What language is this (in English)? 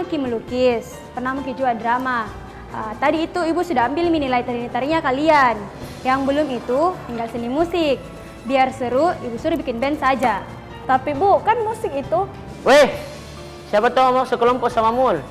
Makassar Malay